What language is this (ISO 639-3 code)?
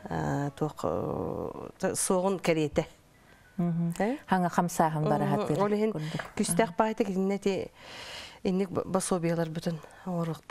sah